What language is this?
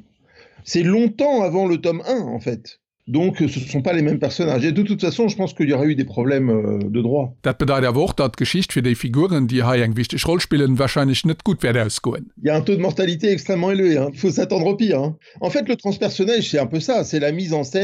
Luxembourgish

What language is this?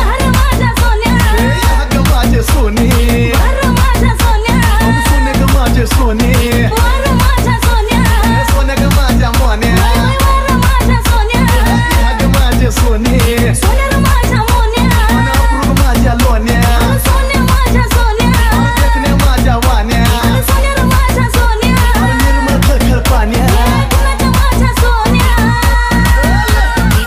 Marathi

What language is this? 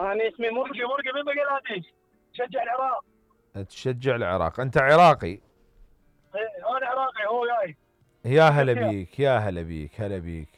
Mesopotamian Arabic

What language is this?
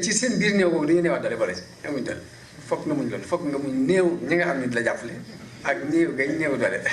Wolof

